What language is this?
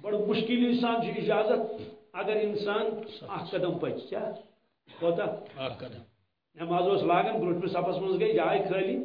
Kashmiri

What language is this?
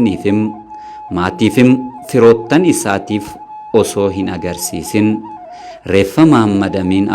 Oromo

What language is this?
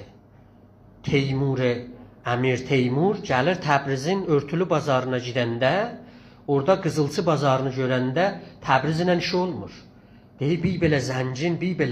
South Azerbaijani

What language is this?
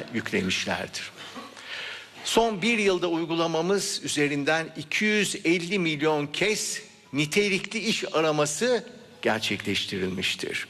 Turkish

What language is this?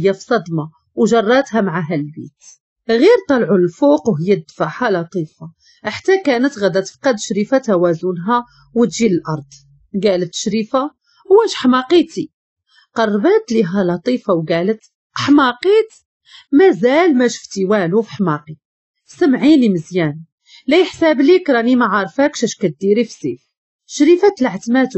Moroccan Arabic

